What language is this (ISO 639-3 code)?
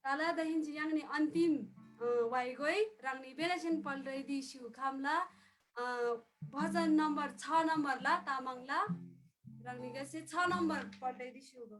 taj